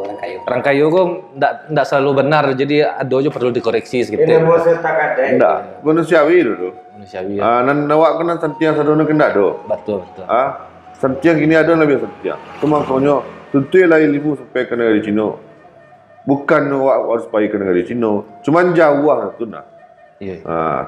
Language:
Minangkabau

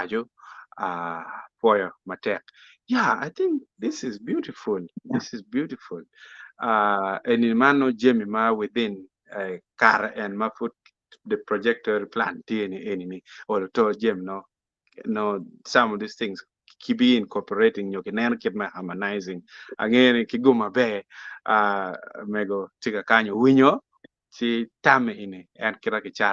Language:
Acoli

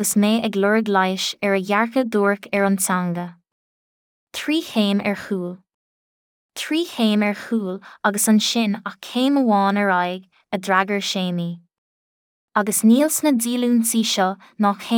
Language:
Irish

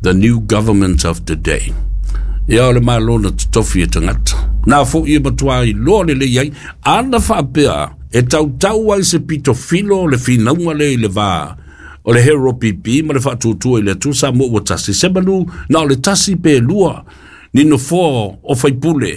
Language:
Samoan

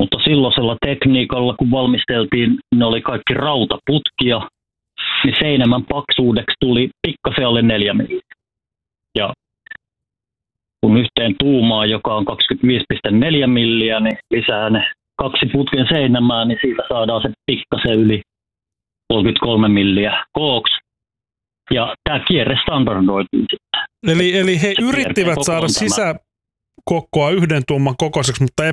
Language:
Finnish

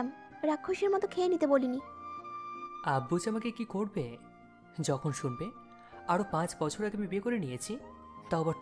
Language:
Bangla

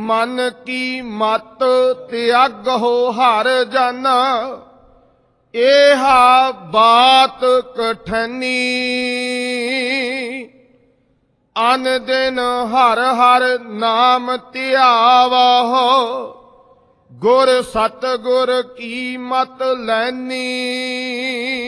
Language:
Punjabi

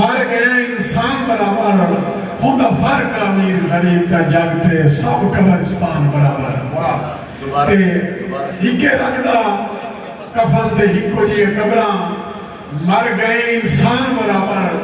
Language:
Saraiki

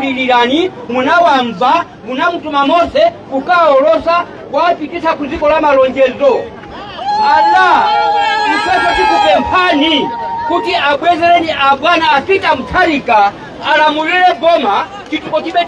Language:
Nyanja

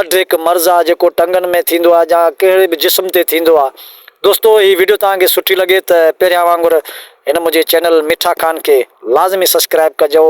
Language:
Sindhi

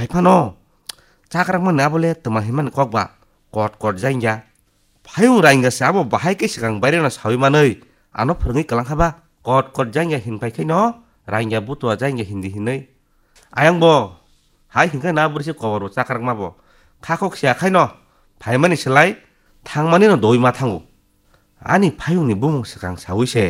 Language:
Kok Borok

